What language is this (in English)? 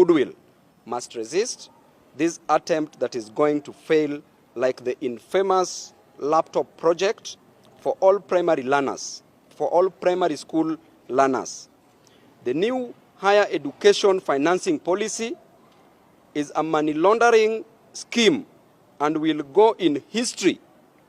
Gusii